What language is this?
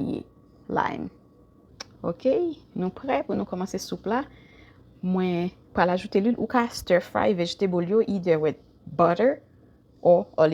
Haitian Creole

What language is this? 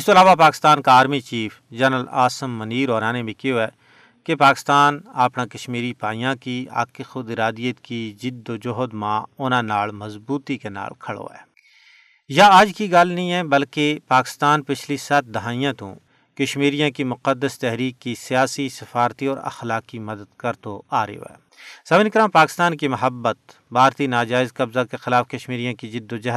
Gujari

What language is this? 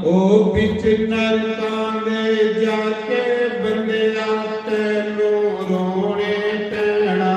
Dogri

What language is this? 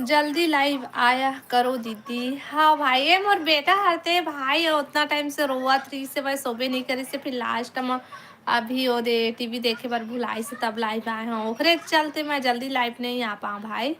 Chhattisgarhi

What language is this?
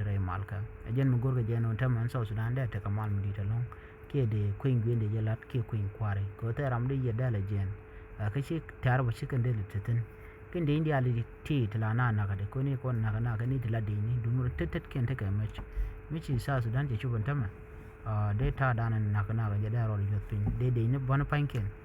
Nuer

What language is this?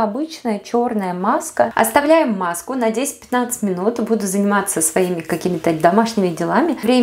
Russian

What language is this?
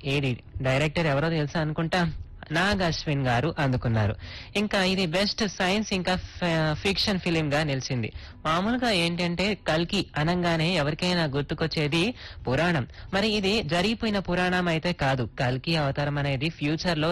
Telugu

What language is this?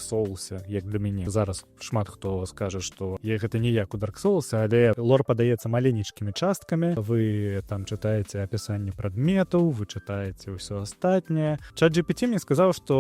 Belarusian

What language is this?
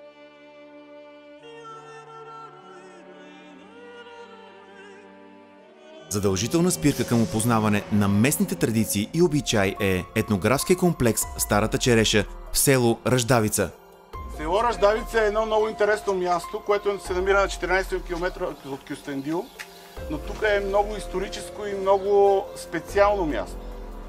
Bulgarian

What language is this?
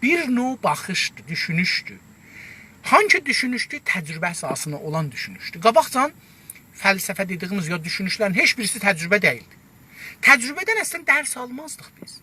South Azerbaijani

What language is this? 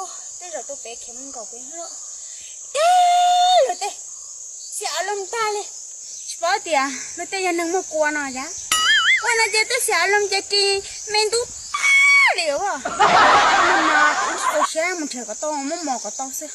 Hmong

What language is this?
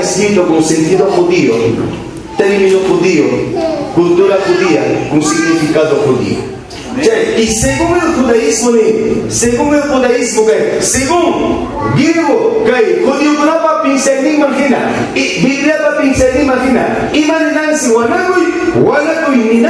Ayacucho Quechua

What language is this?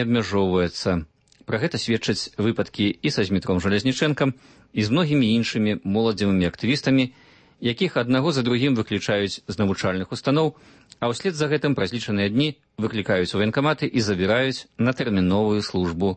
Belarusian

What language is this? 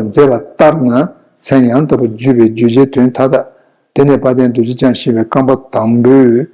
Tibetan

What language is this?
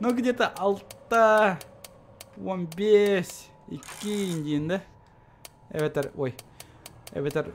Yakut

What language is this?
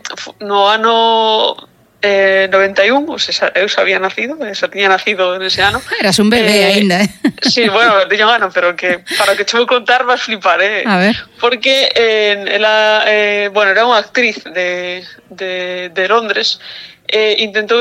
Galician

